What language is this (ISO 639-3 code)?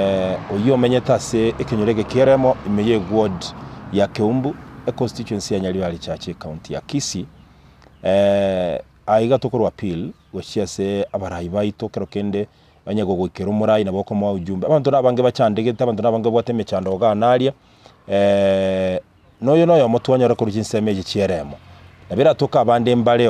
guz